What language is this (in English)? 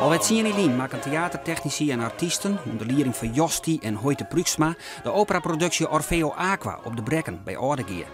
Western Frisian